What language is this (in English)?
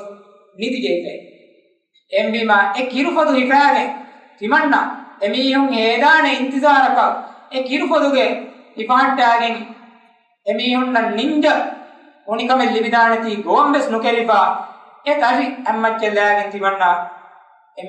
Divehi